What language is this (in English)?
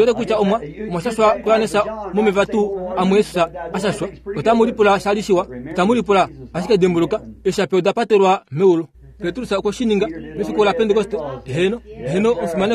Kuanyama